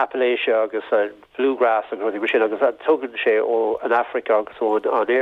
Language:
Irish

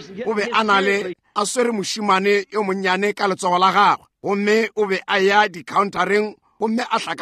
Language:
Northern Sotho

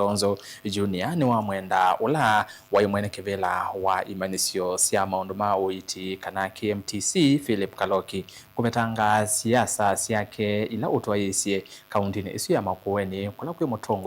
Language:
Kamba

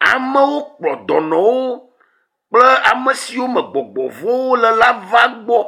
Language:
Ewe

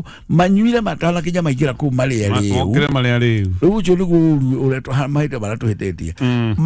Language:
Kikuyu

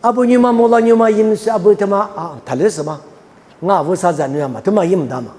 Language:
Lisu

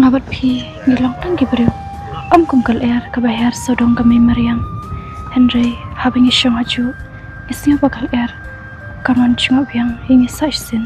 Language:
Khasi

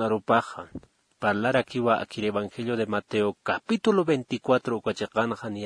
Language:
Aymara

